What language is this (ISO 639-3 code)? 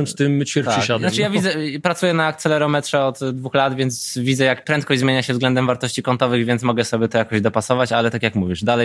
pol